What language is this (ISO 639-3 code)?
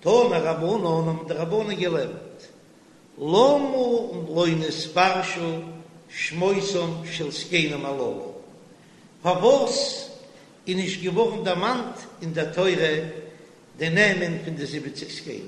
yid